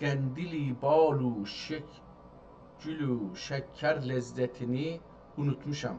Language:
South Azerbaijani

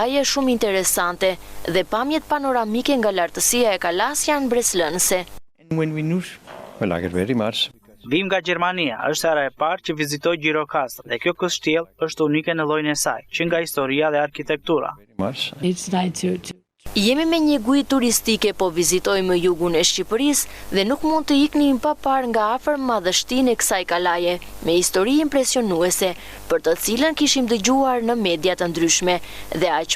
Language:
Albanian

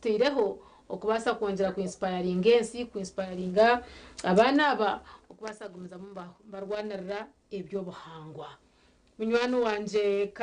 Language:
Nyankole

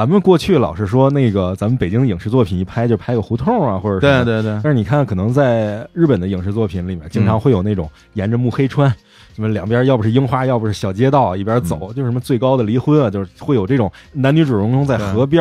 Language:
Chinese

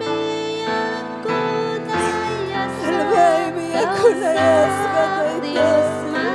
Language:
Ayacucho Quechua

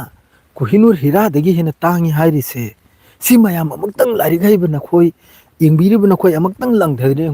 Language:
Manipuri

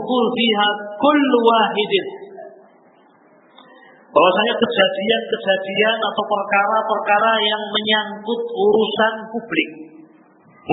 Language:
Indonesian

